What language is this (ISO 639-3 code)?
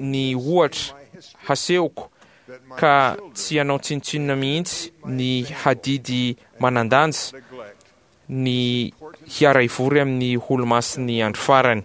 mlg